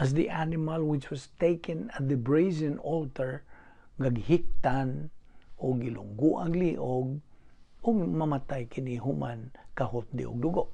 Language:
Cebuano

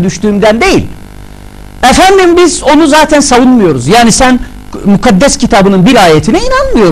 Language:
Turkish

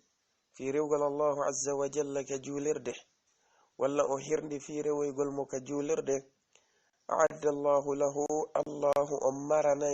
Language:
Fula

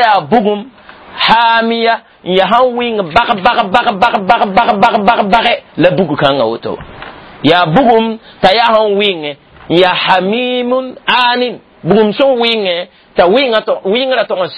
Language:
Mossi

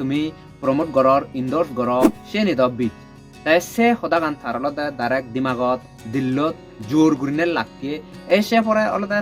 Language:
Chakma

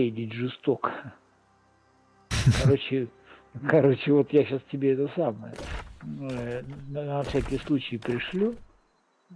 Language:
Russian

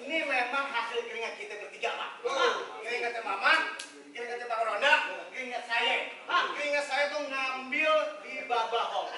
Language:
Betawi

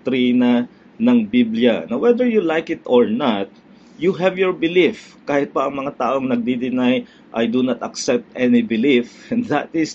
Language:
Filipino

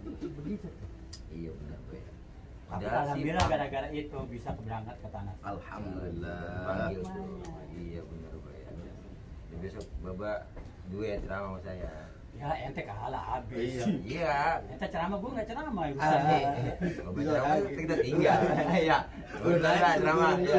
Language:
Betawi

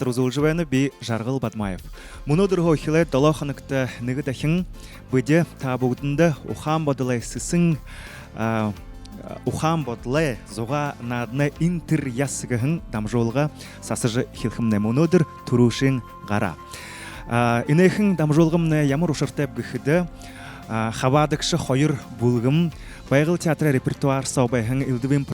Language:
Buriat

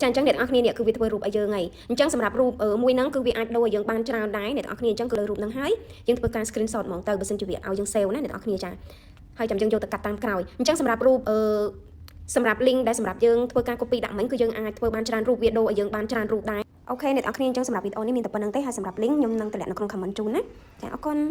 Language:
Khmer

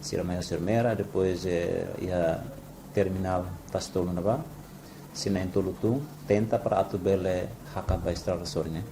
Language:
Tetum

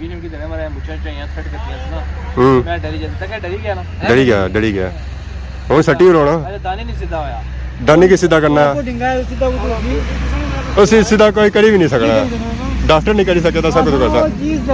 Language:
Pahari-Potwari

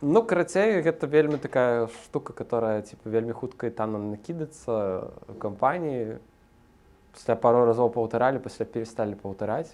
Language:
Belarusian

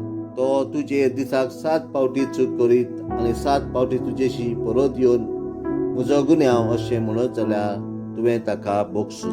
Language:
Konkani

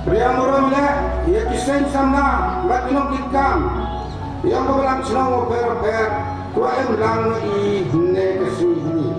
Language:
Khasi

